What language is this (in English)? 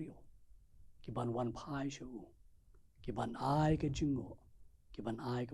Khasi